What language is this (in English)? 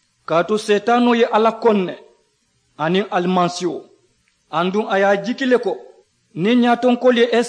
Mandingo